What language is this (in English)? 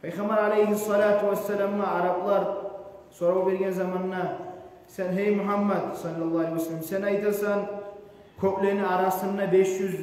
Kumyk